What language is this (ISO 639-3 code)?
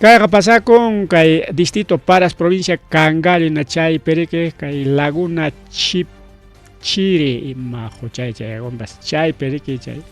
quy